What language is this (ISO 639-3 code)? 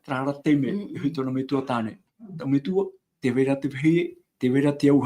tah